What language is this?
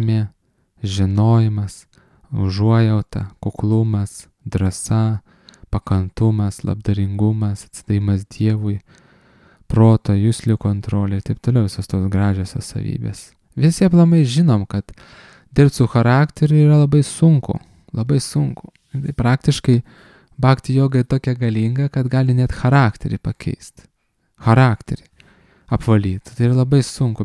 Lithuanian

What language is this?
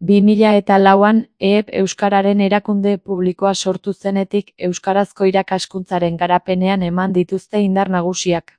Basque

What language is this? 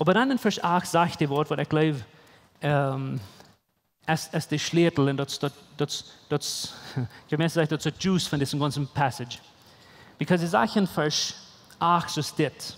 Plautdietsch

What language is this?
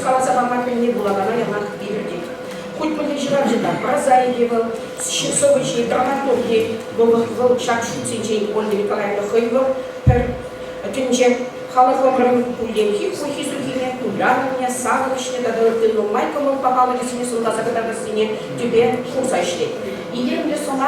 Chuvash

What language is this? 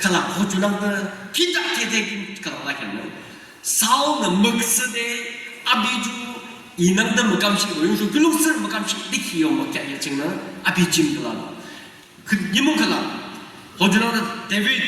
Yimchungru Naga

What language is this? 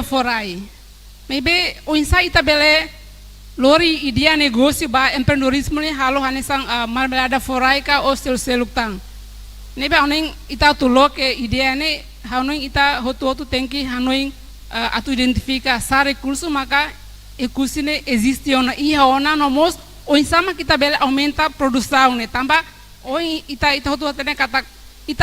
Tetum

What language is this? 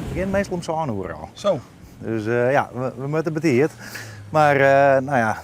Western Frisian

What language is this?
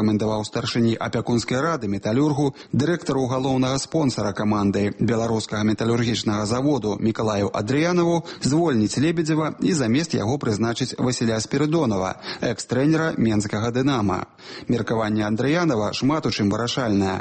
Belarusian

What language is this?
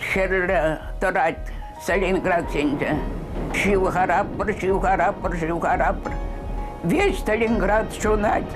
Chuvash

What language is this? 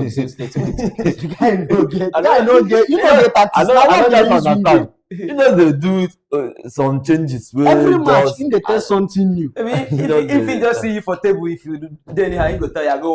Nigerian Pidgin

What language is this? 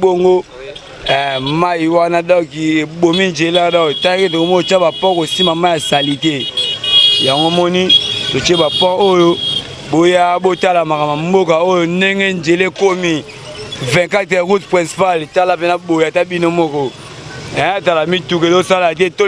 Lingala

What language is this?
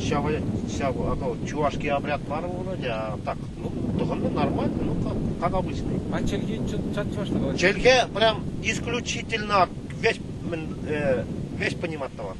Chuvash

